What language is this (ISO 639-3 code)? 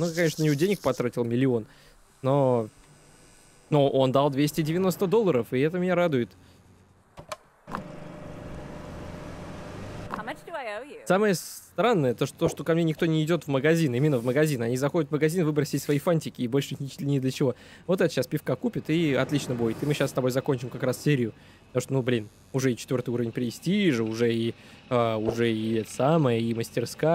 rus